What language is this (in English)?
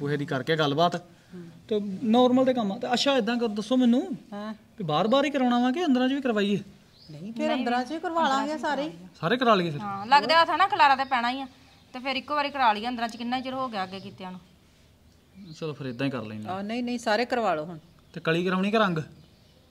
Punjabi